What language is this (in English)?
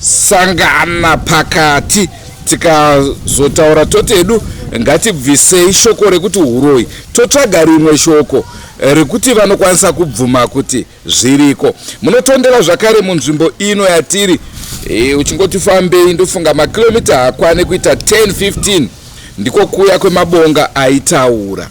Shona